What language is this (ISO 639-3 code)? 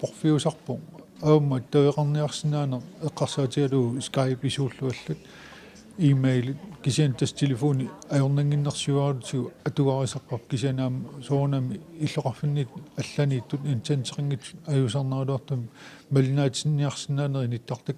kal